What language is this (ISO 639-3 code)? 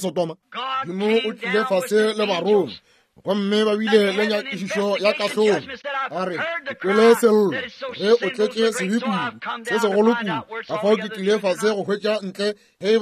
nso